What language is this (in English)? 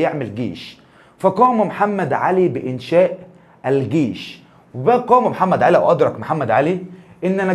Egyptian Arabic